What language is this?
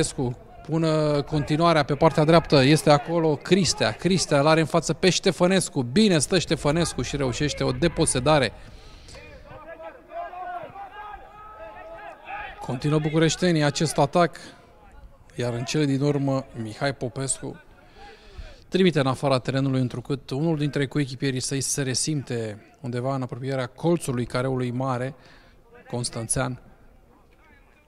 Romanian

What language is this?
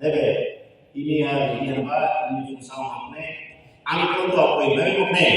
Tetum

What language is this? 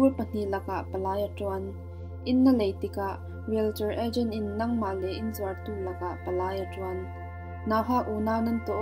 Falam Chin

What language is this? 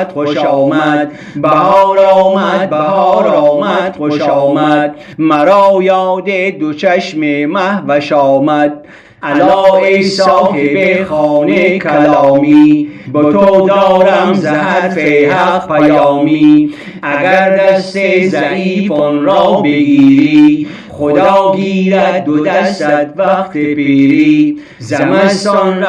Gilaki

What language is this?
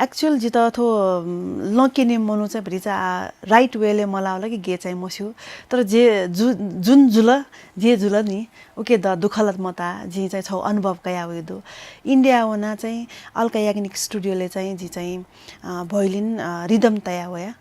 Newari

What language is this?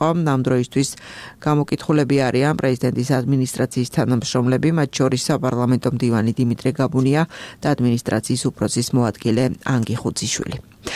Georgian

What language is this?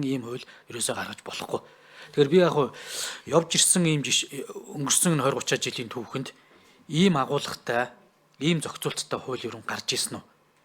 Mongolian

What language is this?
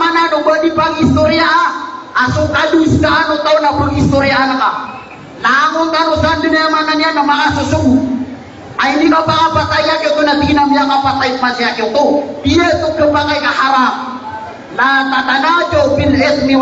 Maranao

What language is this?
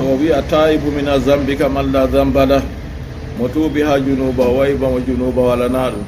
Fula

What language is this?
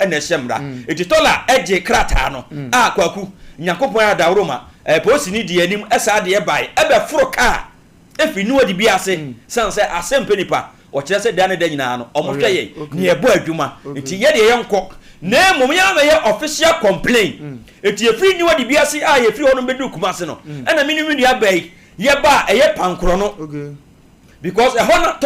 Akan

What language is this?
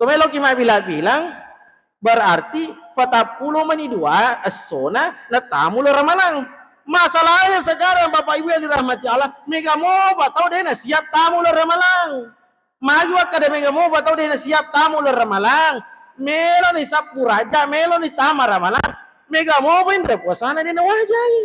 Buginese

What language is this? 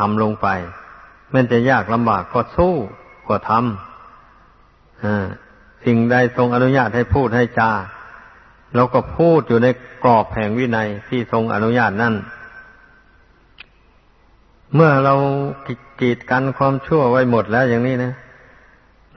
Thai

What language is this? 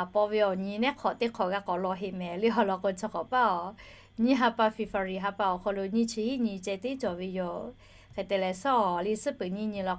Lahu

